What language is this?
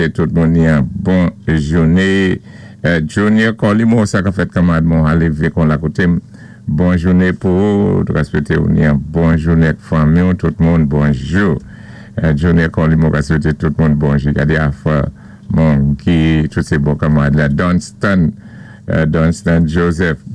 Saint Lucian Creole French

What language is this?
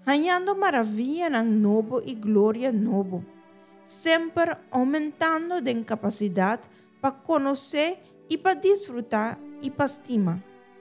Papiamento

